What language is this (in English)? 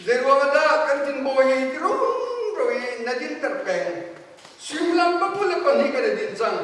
Hakha Chin